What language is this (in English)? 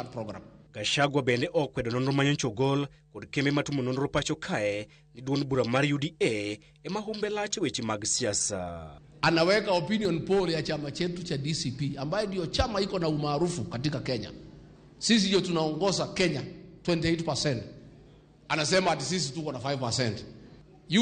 Luo (Kenya and Tanzania)